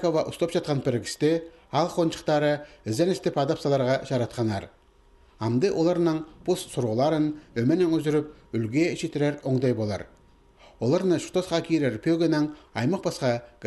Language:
Khakas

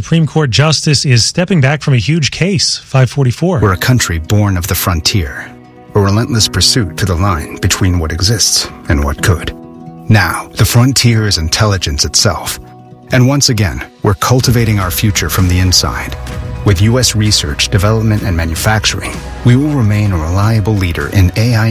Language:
English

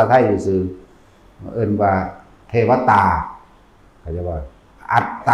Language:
Northeastern Thai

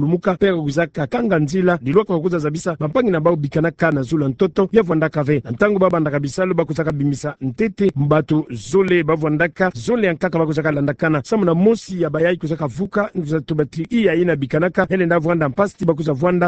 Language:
Kituba (Democratic Republic of Congo)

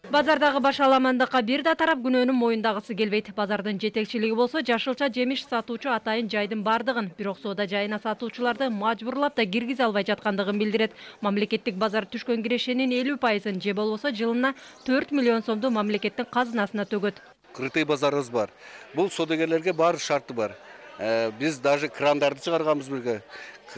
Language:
Kyrgyz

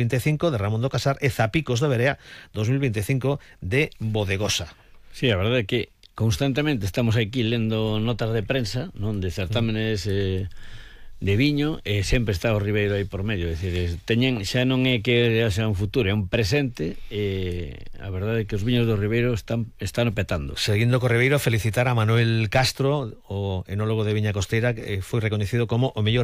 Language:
Galician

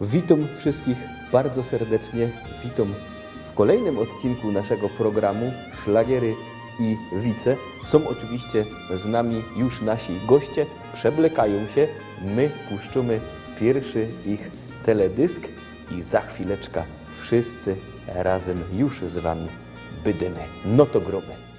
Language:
Silesian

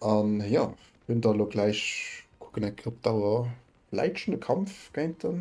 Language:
Luxembourgish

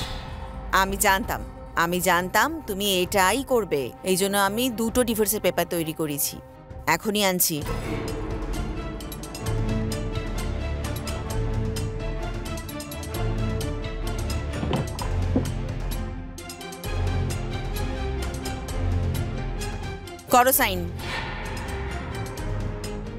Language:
Bangla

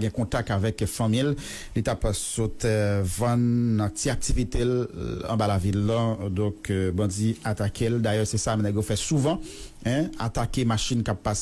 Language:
Haitian Creole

